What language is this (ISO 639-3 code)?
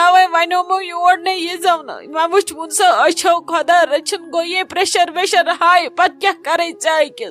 kas